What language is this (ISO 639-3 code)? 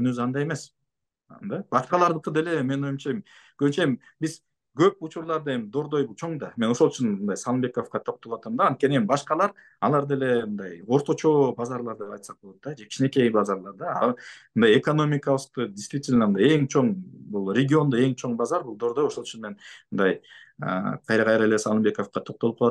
kir